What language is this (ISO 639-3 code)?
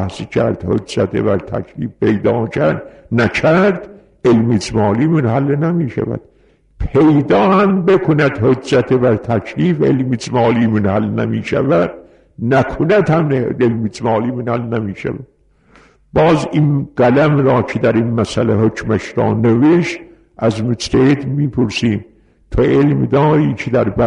fas